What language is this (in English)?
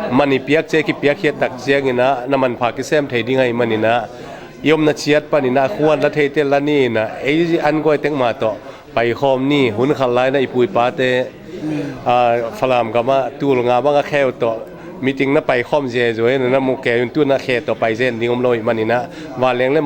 Tedim Chin